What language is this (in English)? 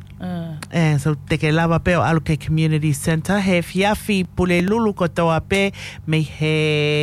Tongan